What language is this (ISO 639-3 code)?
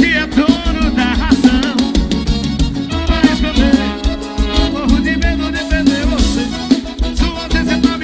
por